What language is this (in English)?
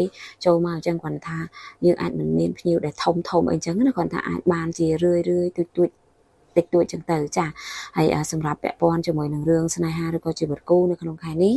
Khmer